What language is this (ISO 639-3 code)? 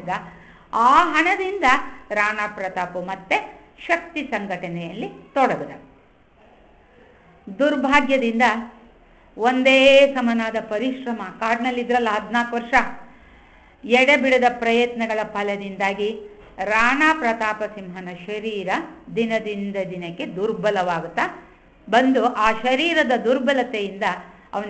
kan